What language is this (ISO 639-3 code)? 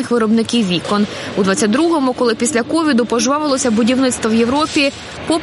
ukr